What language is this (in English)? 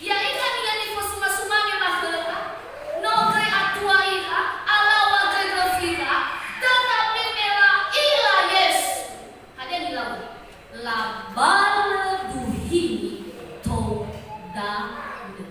Nias